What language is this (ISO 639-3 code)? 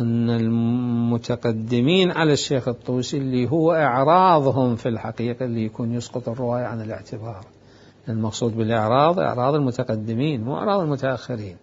acm